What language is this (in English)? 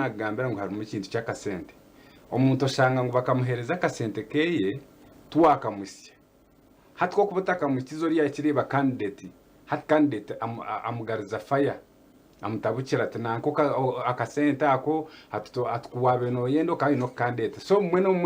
Nyankole